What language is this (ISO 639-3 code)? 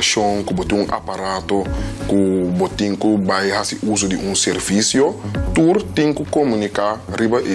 pap